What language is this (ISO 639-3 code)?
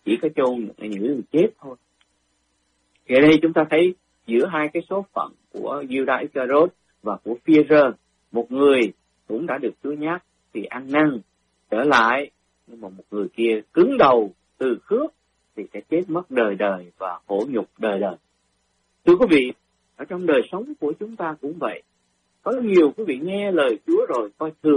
vie